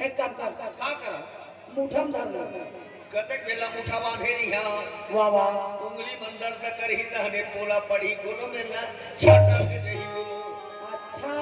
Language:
Chhattisgarhi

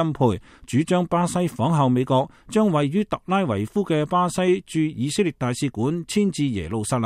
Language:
Cantonese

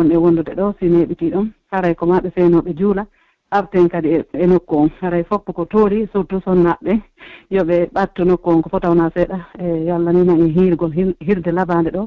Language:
Pular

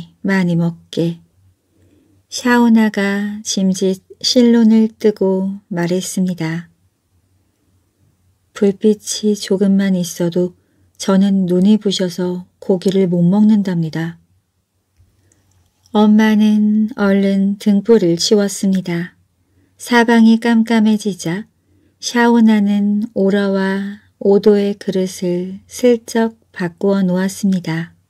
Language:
Korean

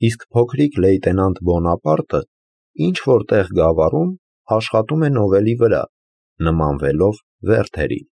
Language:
Armenian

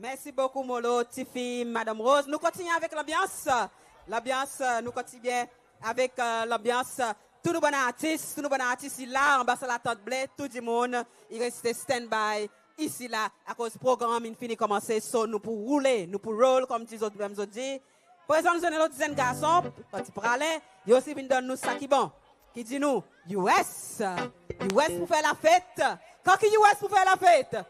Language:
Seselwa Creole French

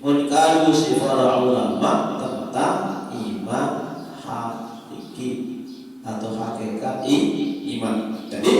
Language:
Sasak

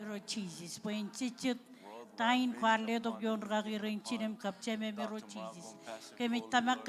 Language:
Marshallese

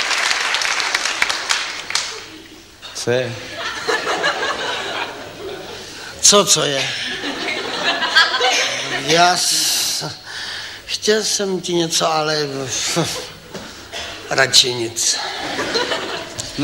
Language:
Czech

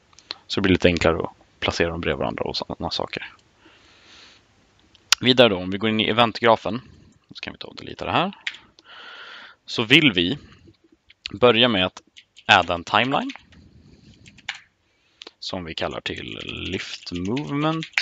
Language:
Swedish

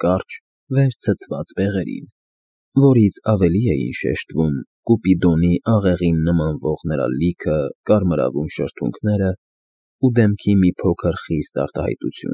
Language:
Armenian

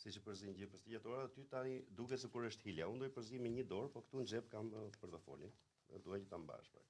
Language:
Albanian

